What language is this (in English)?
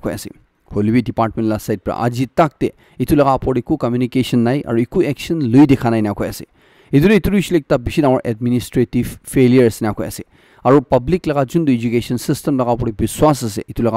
Naga Pidgin